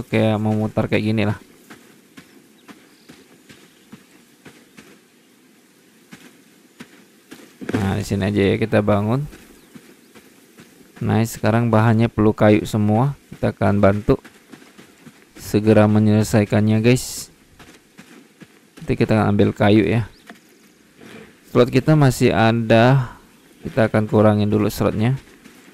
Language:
Indonesian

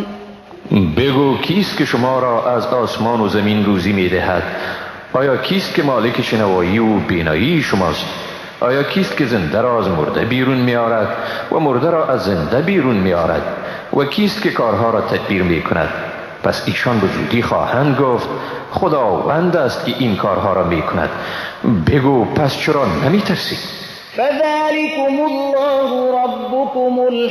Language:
Persian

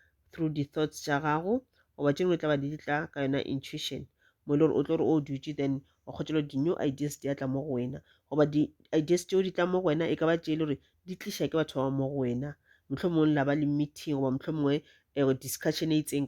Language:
Northern Sotho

